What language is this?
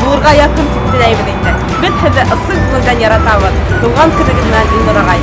Bashkir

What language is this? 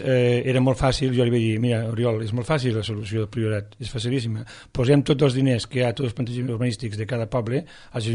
Catalan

